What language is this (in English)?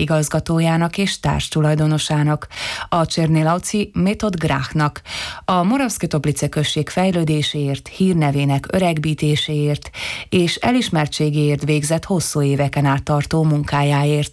Hungarian